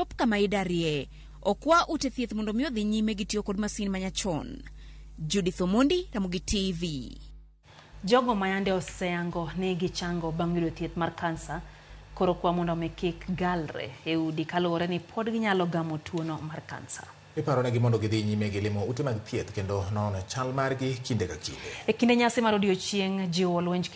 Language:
Luo (Kenya and Tanzania)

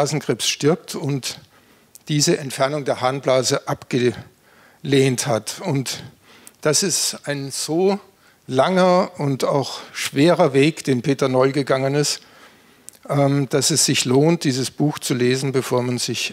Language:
German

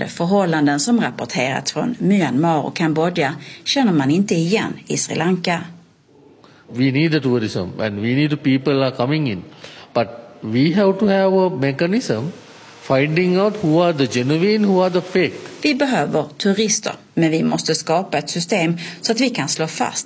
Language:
Swedish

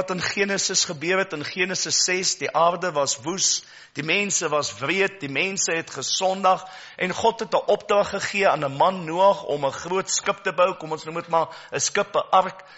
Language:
Afrikaans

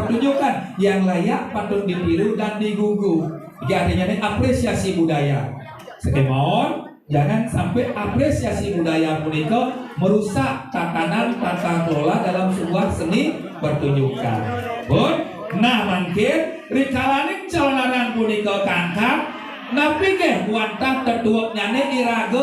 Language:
Balinese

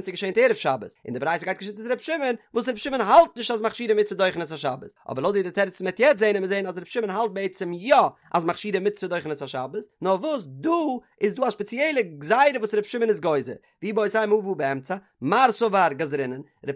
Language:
Yiddish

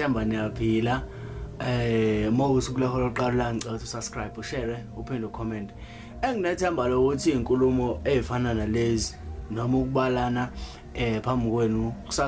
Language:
Zulu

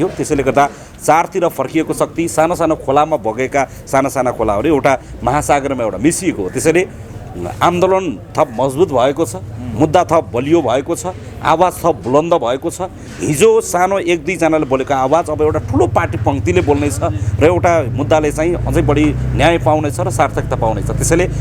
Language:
Nepali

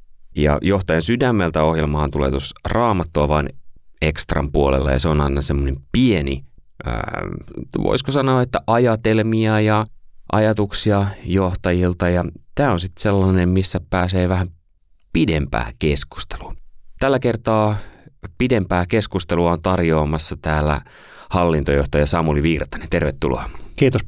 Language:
Finnish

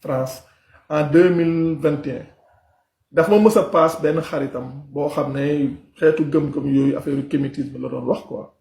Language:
Wolof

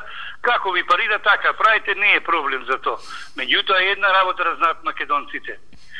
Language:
Macedonian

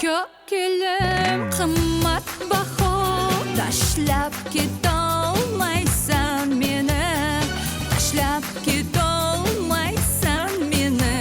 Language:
Kara-Kalpak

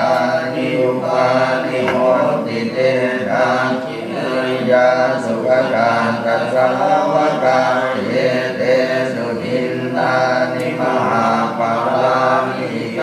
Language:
Pali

